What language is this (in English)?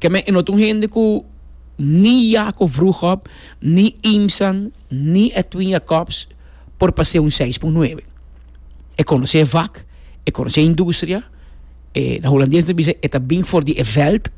Papiamento